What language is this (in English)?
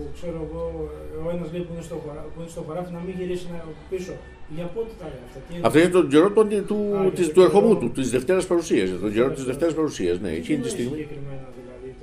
Greek